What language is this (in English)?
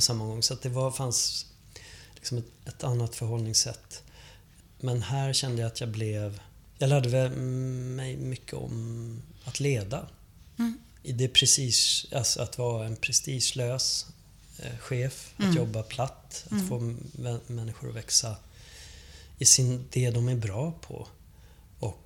Swedish